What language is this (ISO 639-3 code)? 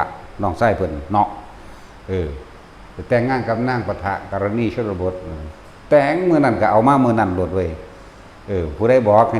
tts